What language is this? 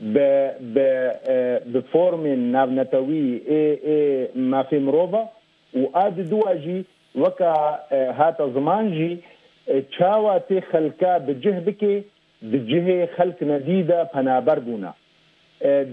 Kurdish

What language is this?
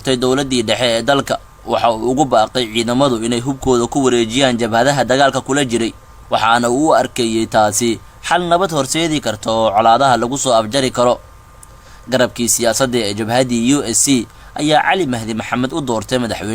Somali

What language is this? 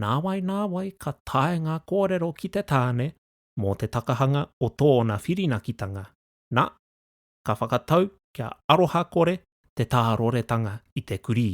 Māori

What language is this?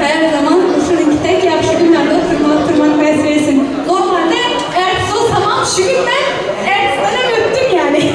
Turkmen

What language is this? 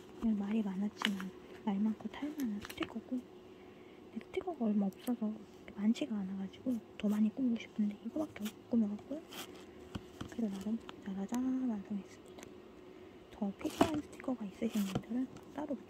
Korean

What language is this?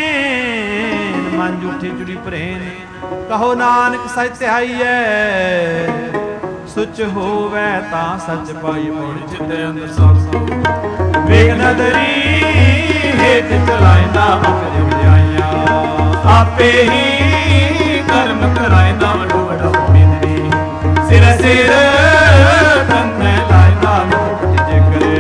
Punjabi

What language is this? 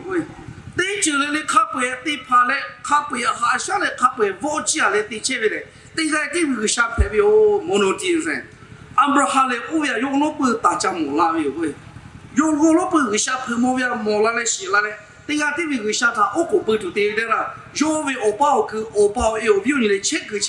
Lahu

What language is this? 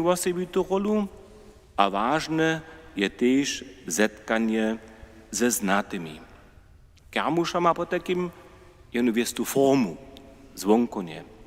Upper Sorbian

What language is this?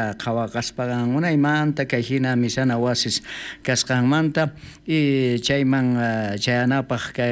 South Bolivian Quechua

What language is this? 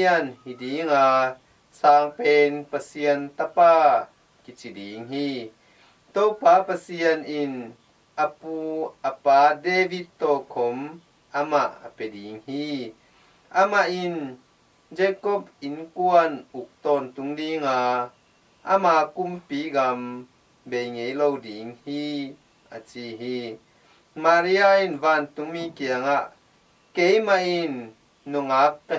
Tedim Chin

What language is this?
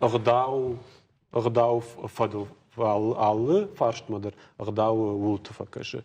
Ossetic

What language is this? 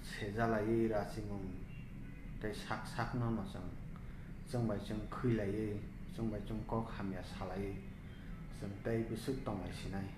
Kok Borok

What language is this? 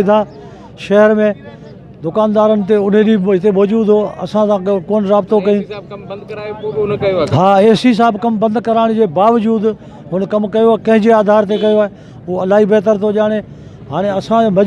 Sindhi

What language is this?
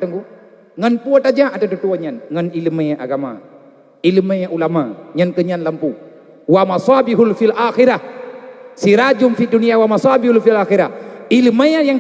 Achinese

